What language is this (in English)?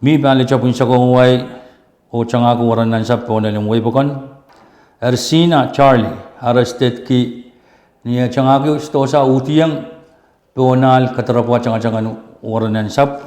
Pohnpeian